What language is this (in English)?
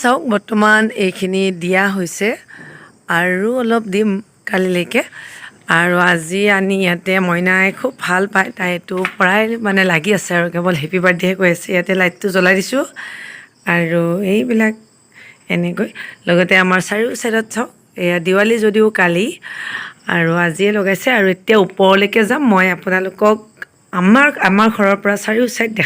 Assamese